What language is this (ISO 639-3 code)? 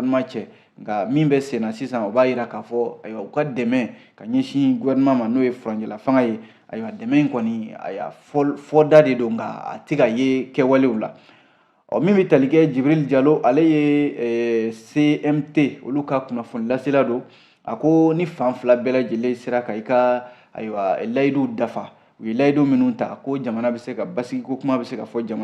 bam